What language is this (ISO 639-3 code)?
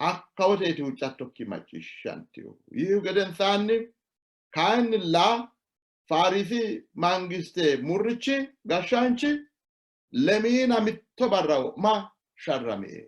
sid